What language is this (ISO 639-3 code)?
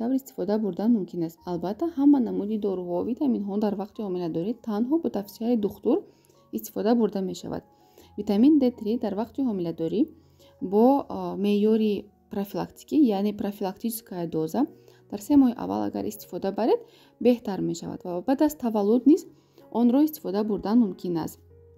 tgk